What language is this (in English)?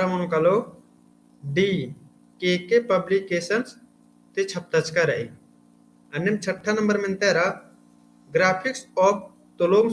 Kurukh